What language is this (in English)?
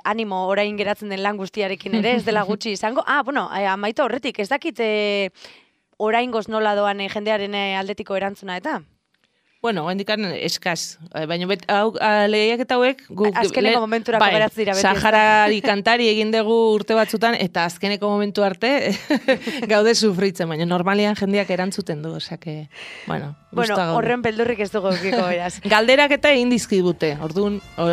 Basque